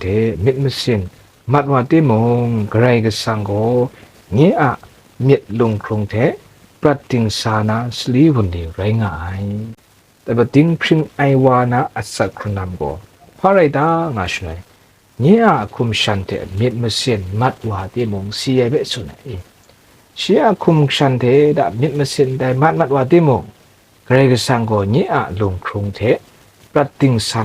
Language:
Kachin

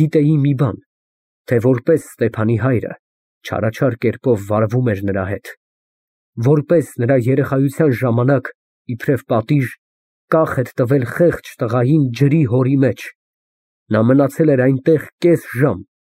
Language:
Armenian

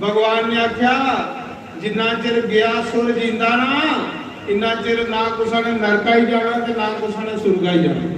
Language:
Dogri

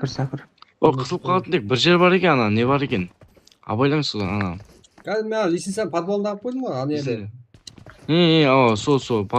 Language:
Kara-Kalpak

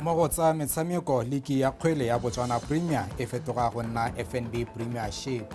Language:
Tswana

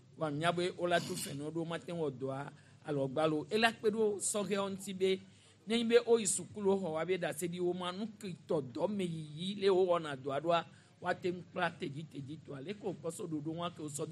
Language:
Gen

